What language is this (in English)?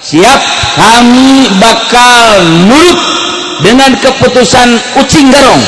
Sundanese